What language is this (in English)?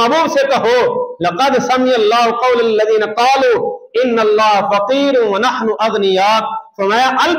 Urdu